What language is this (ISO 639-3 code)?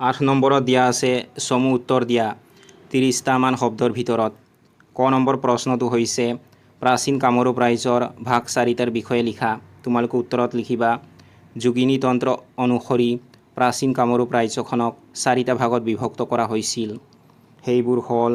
asm